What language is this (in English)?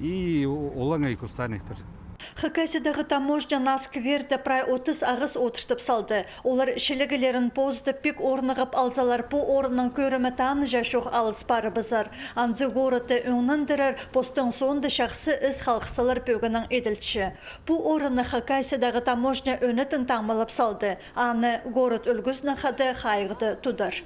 Khakas